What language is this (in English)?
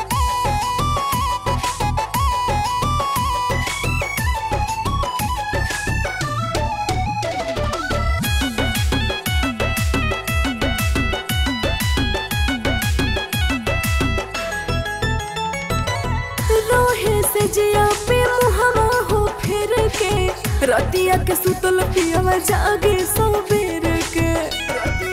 Bhojpuri